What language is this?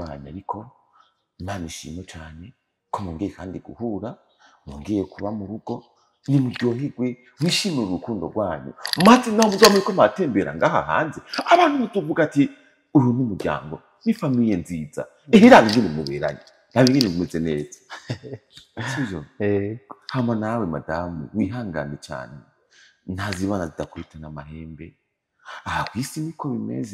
Rundi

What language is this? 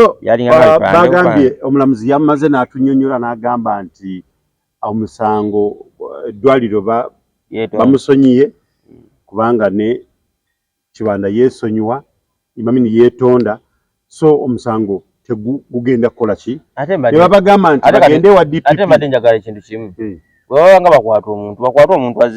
Ganda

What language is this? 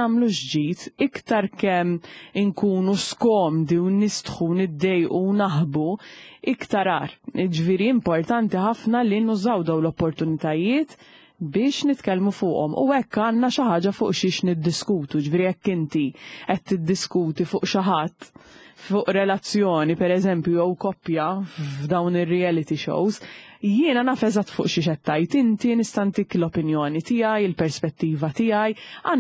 Maltese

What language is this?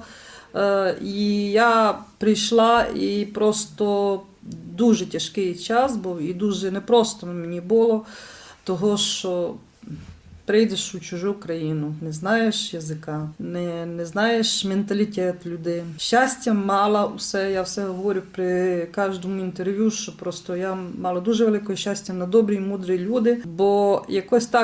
Rusyn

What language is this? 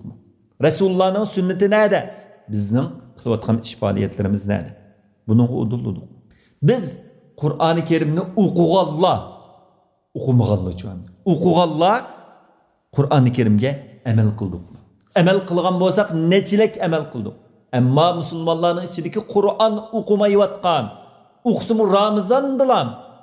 Uyghur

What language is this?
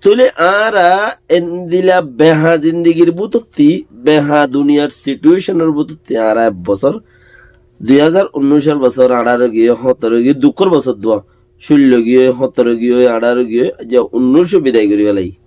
Rohingya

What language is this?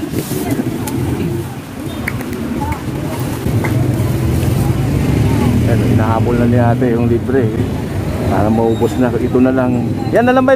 Filipino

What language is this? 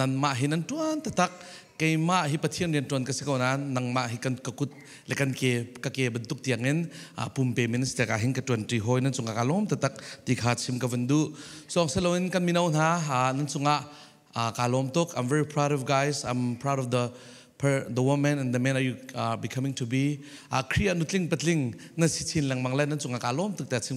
Falam Chin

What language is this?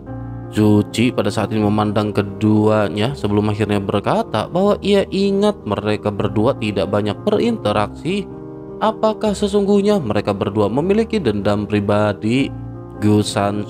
Indonesian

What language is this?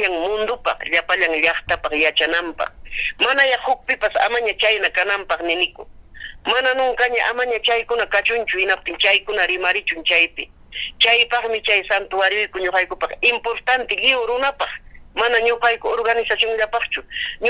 Ayacucho Quechua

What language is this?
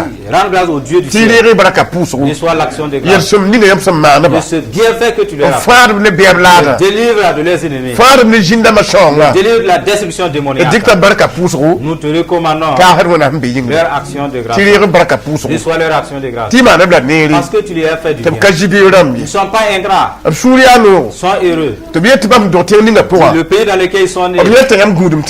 Mossi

